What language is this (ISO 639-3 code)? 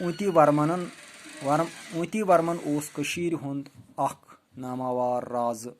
kas